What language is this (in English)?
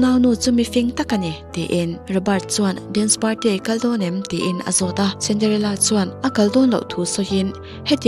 Mizo